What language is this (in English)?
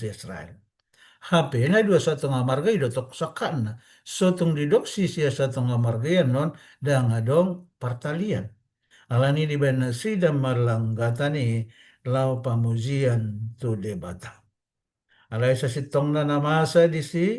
Batak Toba